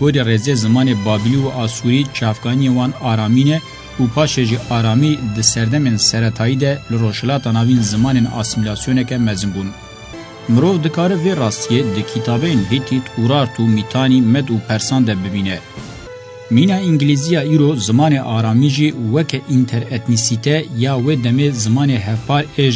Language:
Kurdish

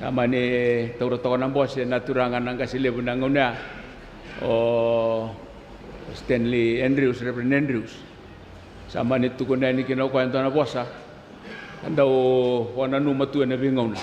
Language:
Fijian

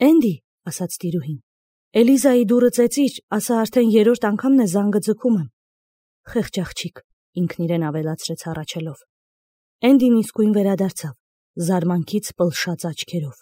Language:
Armenian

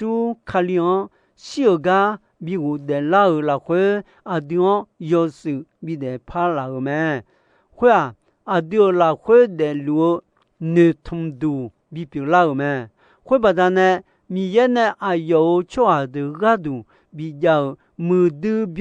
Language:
Akha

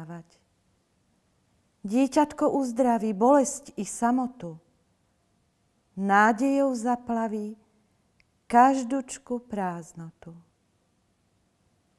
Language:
Slovak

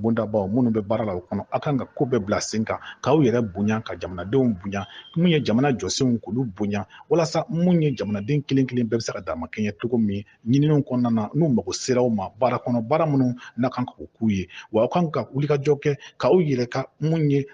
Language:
Bambara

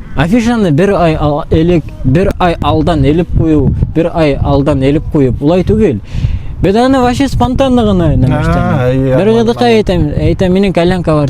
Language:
Bashkir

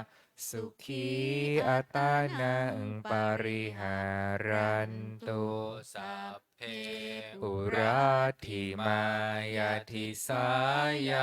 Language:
Pali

